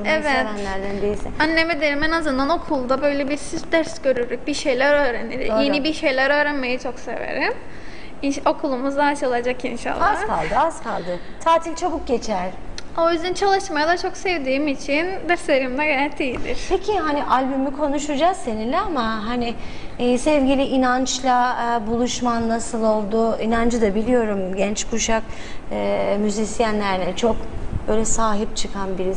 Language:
Turkish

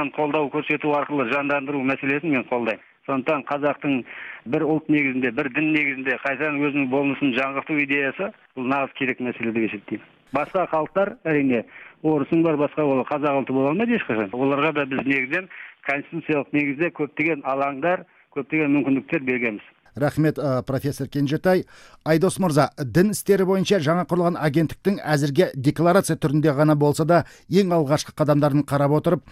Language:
Kazakh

